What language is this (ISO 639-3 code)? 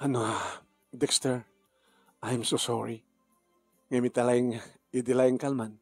ilo